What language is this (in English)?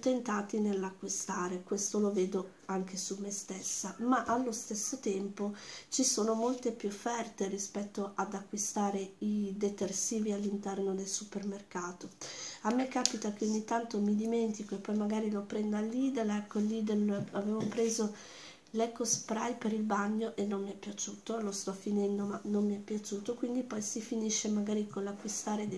Italian